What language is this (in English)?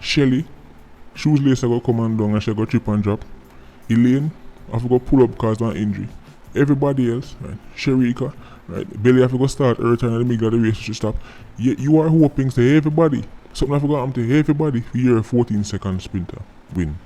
Jamaican Creole English